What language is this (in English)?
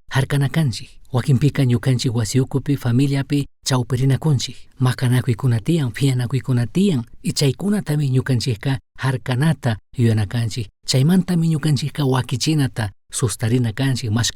Chimborazo Highland Quichua